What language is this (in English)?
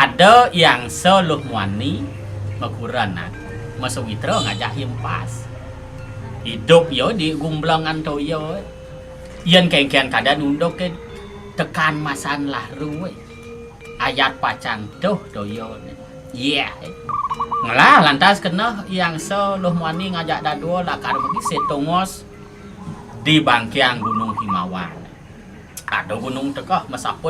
Balinese